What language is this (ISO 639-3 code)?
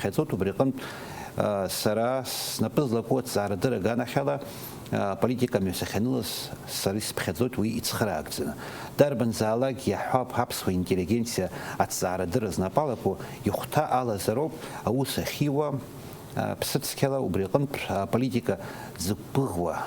abk